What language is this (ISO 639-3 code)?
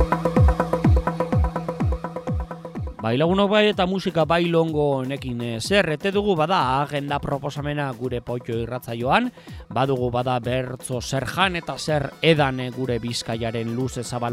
eus